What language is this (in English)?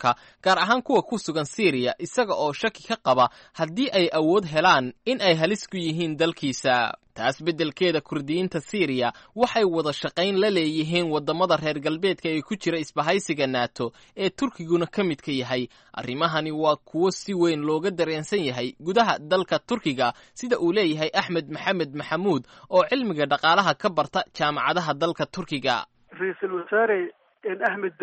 Somali